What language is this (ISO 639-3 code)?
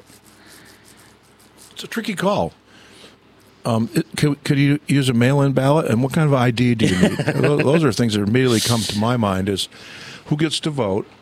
eng